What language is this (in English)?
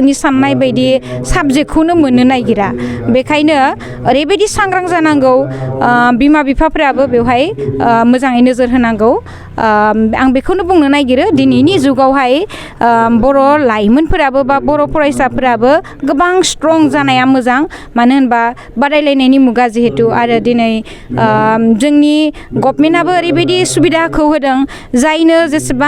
Bodo